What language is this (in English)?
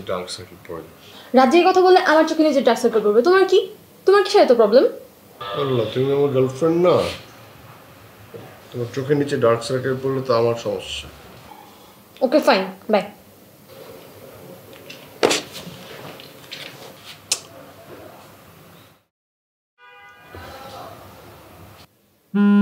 Bangla